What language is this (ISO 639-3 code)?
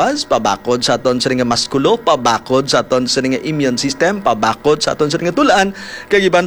hil